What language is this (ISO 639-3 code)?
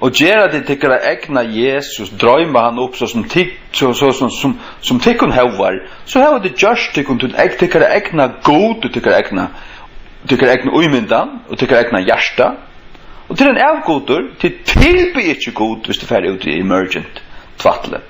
fao